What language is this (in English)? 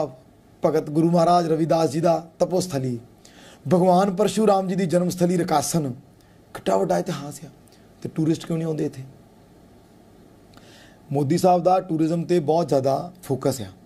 Punjabi